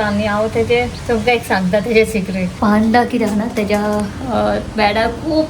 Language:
Konkani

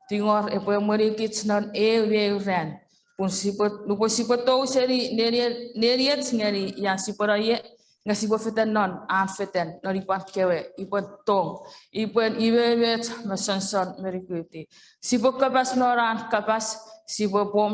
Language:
Chuukese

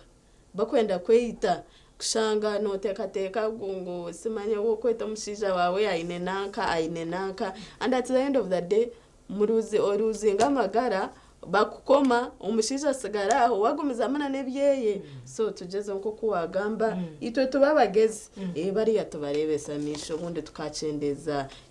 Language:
Nyankole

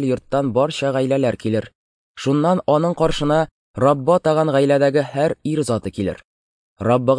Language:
Tatar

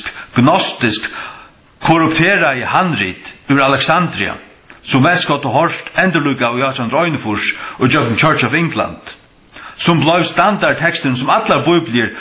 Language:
Faroese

